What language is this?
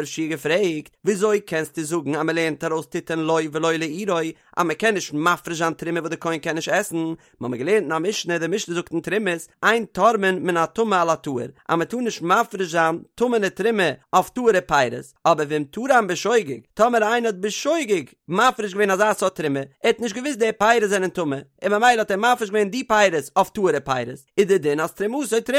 Yiddish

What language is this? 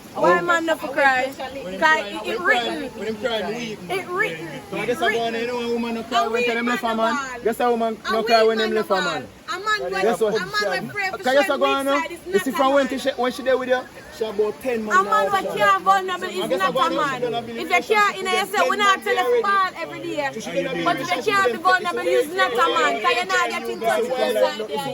Jamaican Creole English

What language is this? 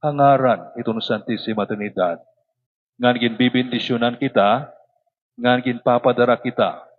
Waray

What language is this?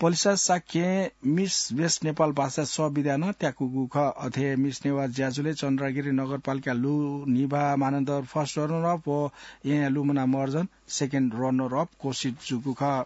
Newari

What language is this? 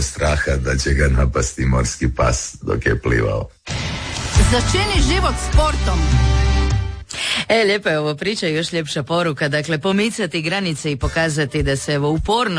Croatian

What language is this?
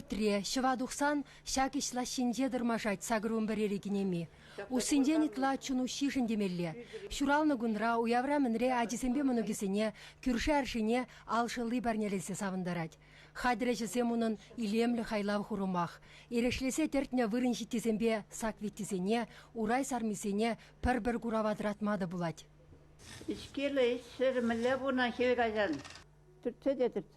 Chuvash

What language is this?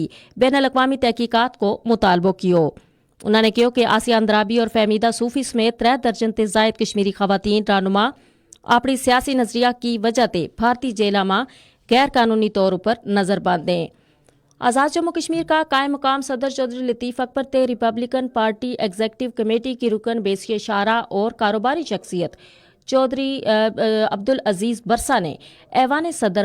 Gujari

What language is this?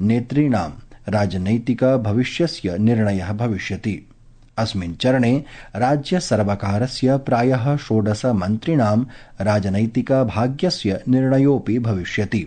Sanskrit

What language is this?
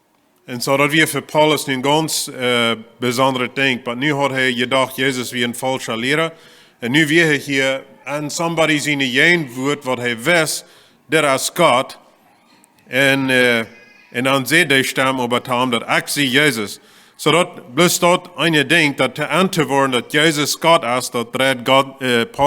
Plautdietsch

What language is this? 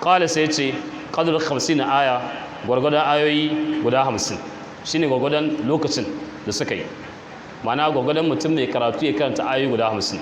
Hausa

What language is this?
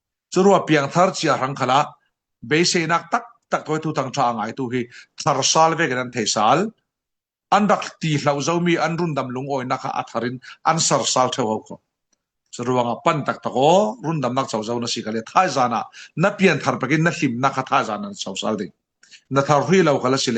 Falam Chin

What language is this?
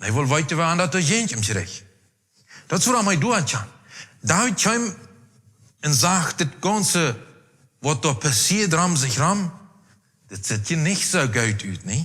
Plautdietsch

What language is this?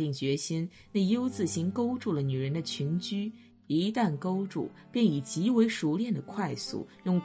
Chinese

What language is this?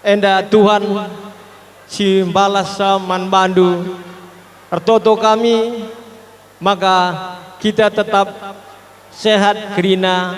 Batak Karo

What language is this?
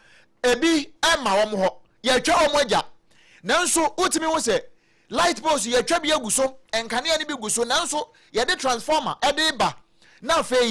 Akan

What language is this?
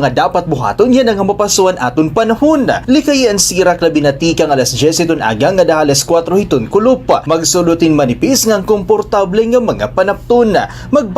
Waray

